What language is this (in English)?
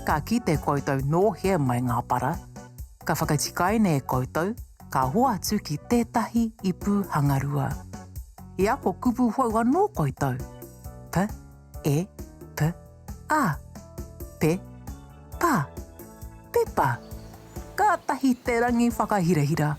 Māori